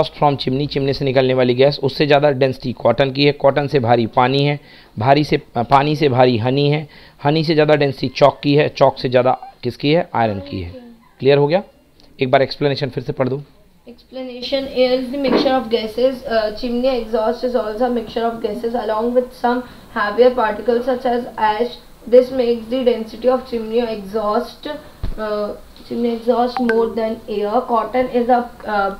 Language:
Hindi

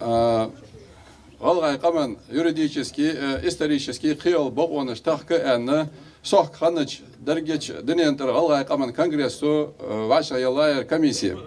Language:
Ingush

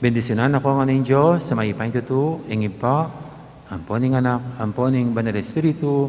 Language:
Pampanga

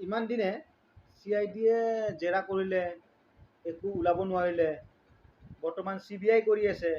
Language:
Assamese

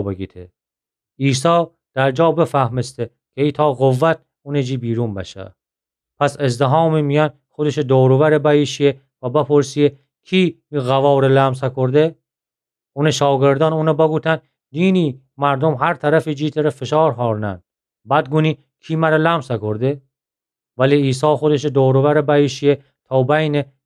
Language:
Gilaki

